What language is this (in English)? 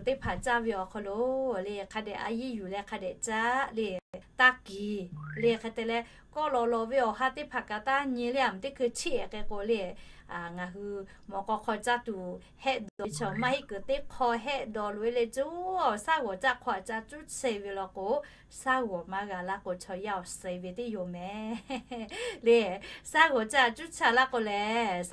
Lahu